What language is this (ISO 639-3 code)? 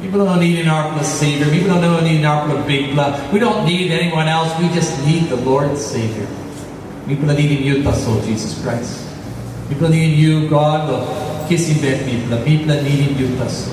tpi